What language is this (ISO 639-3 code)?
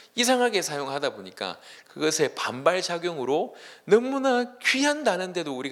kor